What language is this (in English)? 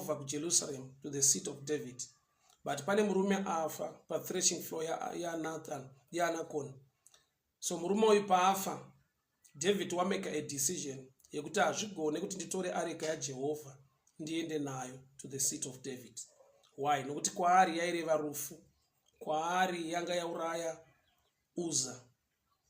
Shona